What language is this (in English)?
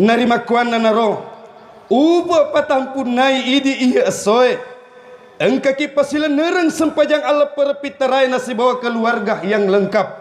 Buginese